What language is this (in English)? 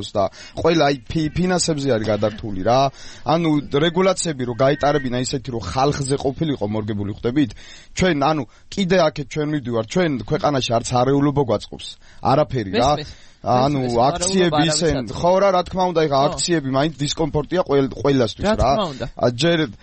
Georgian